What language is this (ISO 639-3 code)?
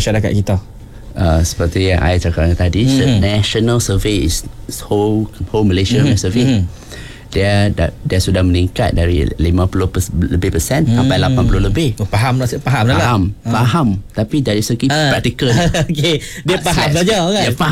msa